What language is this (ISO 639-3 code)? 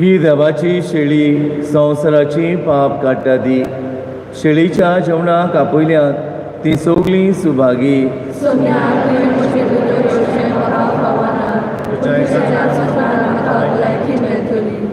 kok